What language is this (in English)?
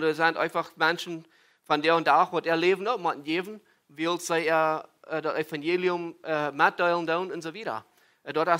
Plautdietsch